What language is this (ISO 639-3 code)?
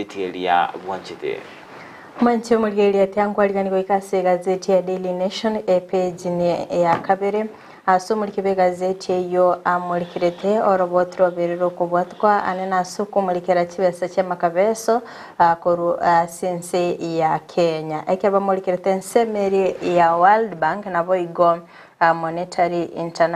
guz